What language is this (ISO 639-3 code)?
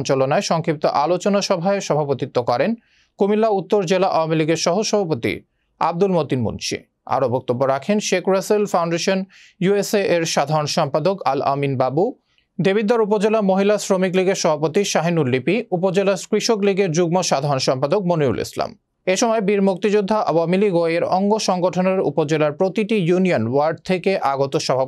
ben